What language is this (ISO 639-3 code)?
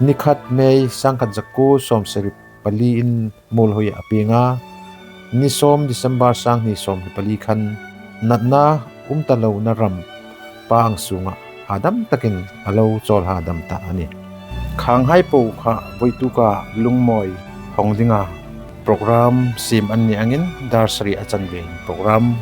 hmr